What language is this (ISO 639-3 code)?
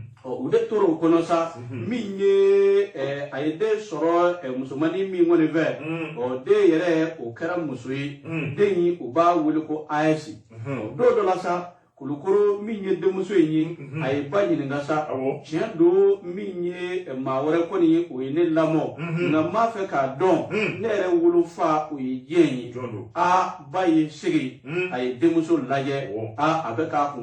bam